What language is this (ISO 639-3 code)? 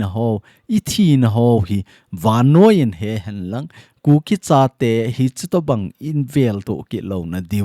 tcz